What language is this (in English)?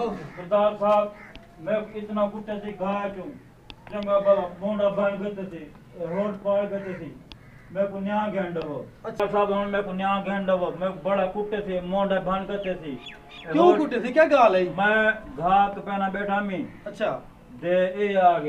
Saraiki